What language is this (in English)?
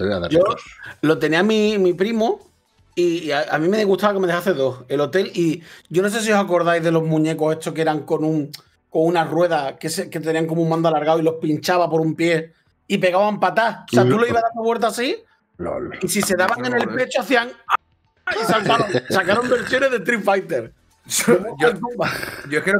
Spanish